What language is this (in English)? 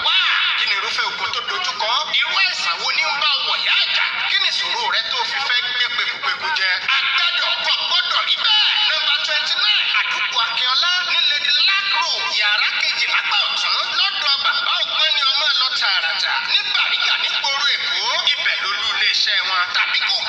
Yoruba